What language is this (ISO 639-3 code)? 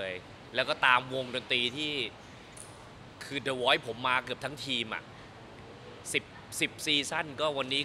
tha